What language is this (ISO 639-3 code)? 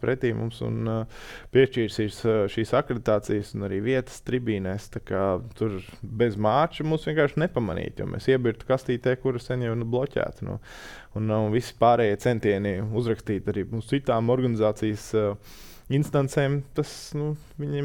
lav